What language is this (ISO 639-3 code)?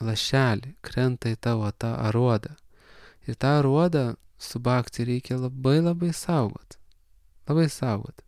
lit